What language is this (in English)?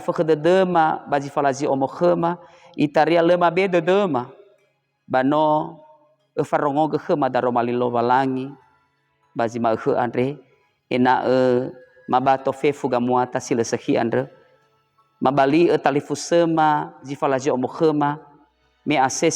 Nias